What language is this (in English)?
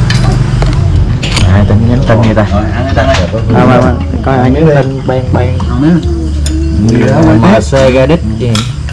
Vietnamese